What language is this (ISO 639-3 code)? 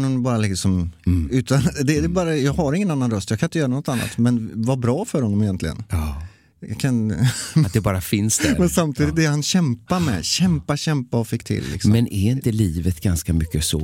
swe